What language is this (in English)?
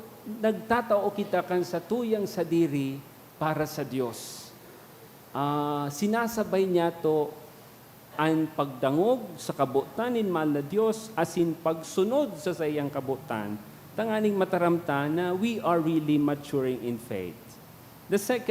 Bikol